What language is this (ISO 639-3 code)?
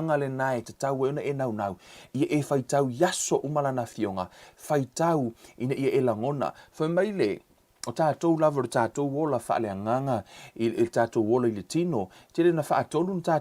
smo